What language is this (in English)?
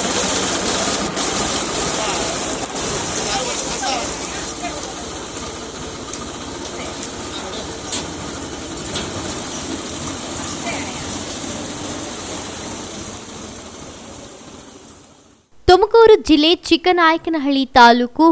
Kannada